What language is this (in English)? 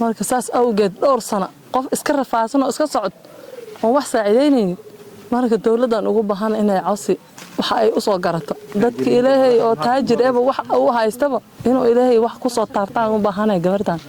Somali